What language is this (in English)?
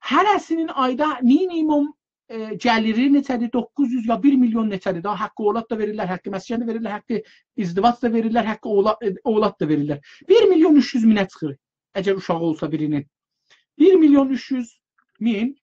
South Azerbaijani